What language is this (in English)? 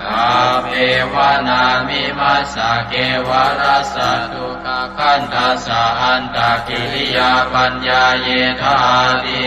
Pali